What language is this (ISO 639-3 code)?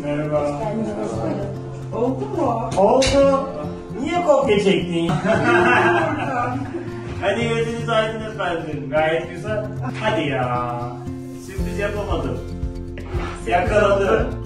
tur